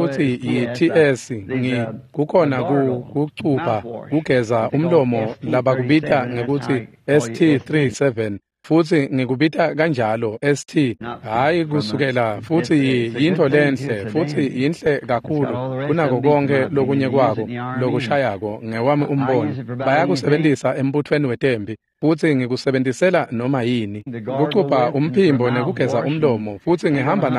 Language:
Swati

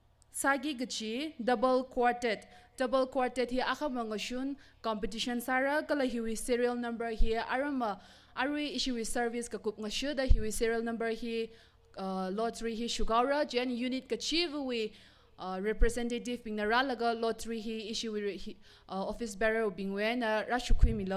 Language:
Tangkhul Naga (India)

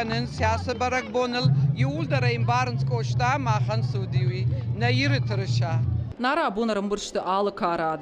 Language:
Ossetic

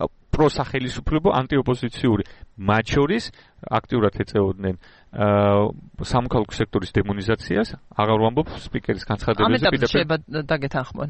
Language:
Georgian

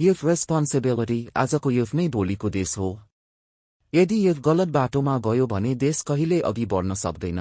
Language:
Nepali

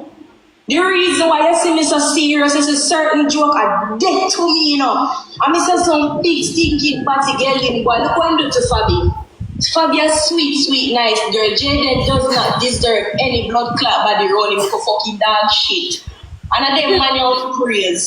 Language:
Jamaican Creole English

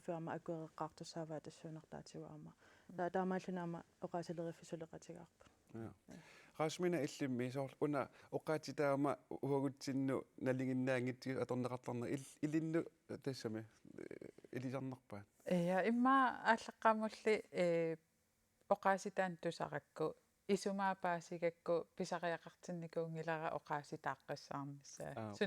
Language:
Kalaallisut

